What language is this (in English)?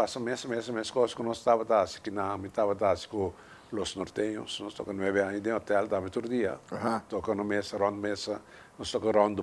Papiamento